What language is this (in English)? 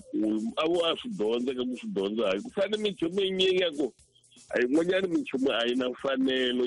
Tsonga